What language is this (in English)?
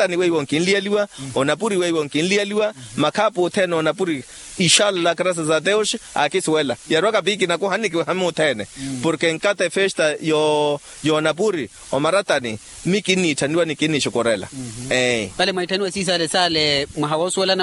Makhuwa